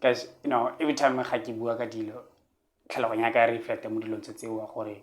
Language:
Tswana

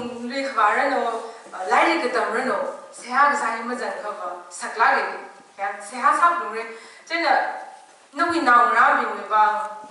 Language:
Tangkhul Naga (India)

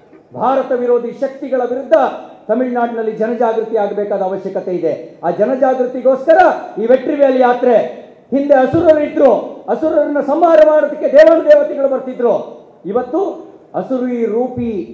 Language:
Kannada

